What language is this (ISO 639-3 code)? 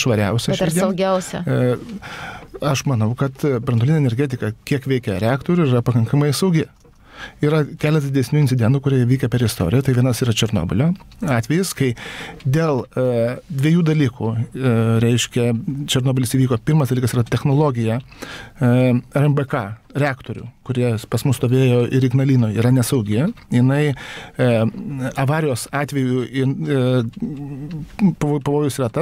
lit